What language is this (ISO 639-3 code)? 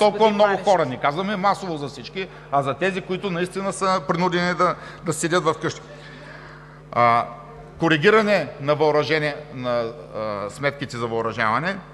bul